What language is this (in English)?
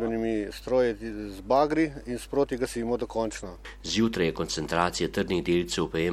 Slovenian